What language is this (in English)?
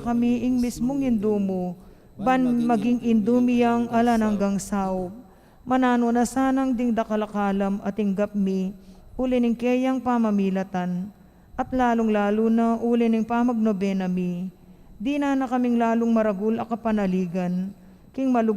Pampanga